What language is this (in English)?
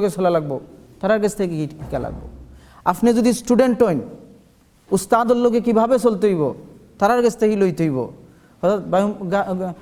Sylheti